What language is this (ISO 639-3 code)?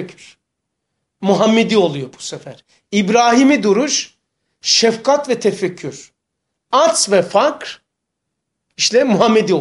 tur